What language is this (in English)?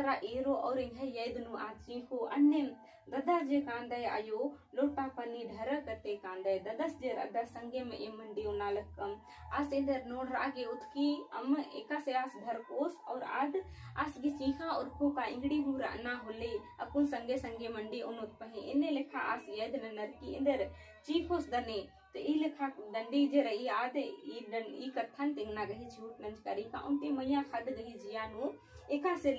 Kurukh